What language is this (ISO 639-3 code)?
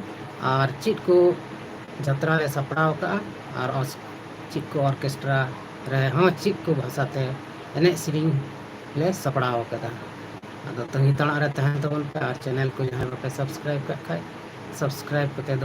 sat